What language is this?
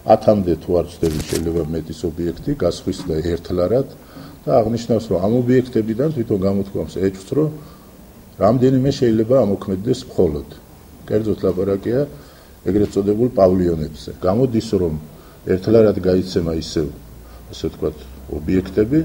Georgian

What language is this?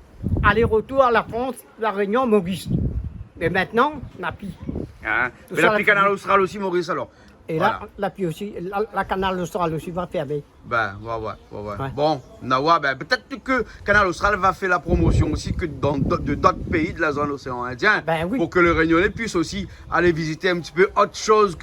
Réunion Creole French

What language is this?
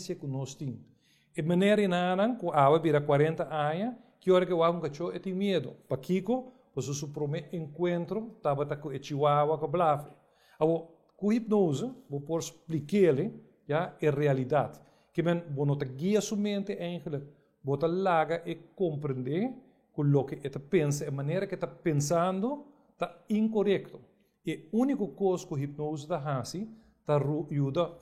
Papiamento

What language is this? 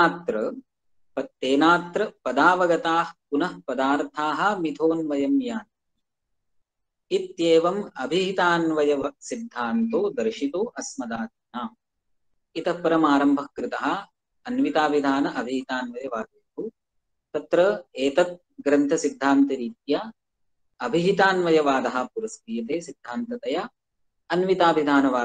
Sanskrit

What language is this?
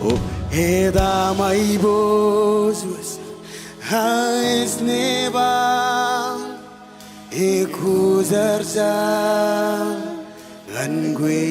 Marshallese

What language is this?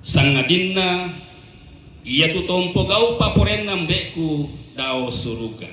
Toraja-Sa'dan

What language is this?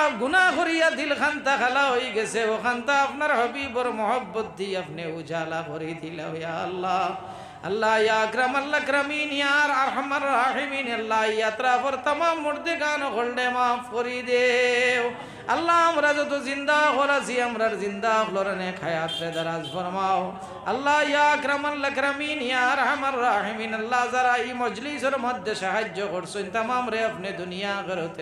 Sylheti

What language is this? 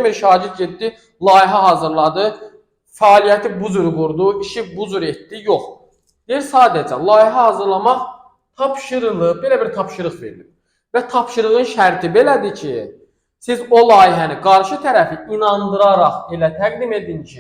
Azerbaijani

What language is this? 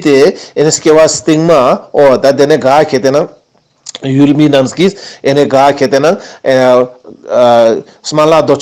Ladakhi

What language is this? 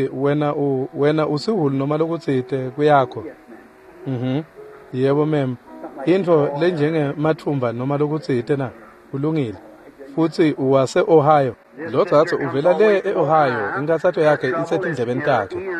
Swati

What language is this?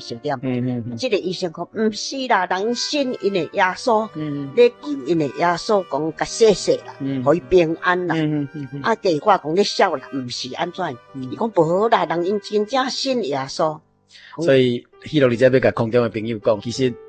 Min Nan Chinese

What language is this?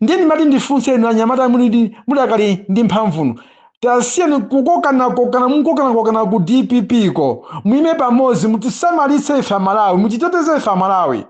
Nyanja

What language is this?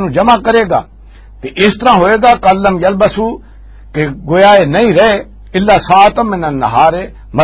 Western Panjabi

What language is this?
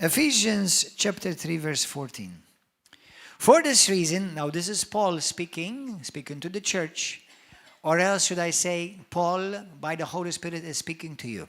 English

